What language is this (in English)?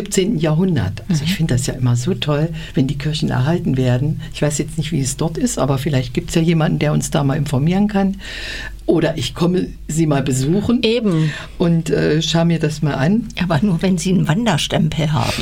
German